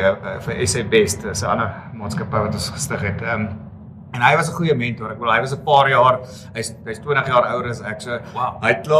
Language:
Afrikaans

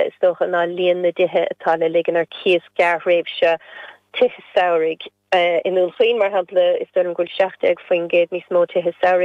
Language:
Irish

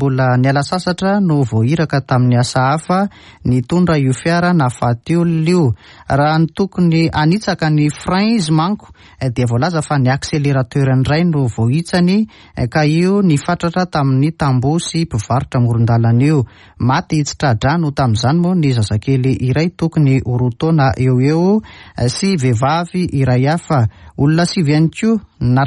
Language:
Malagasy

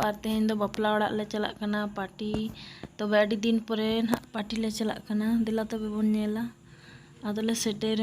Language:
Santali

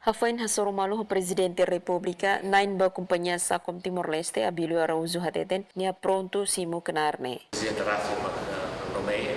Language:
Tetum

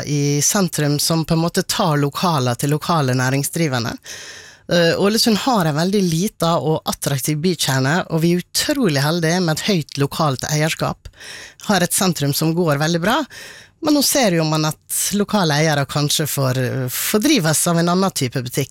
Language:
Norwegian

